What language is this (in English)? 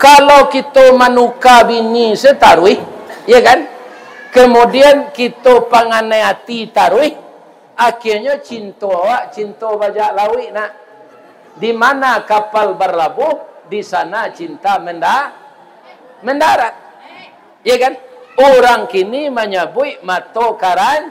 Minangkabau